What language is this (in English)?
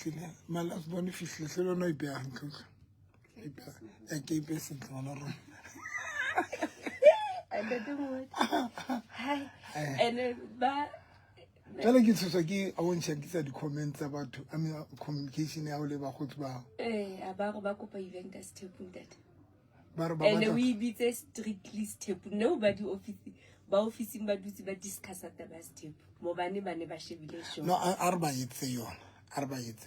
Southern Sotho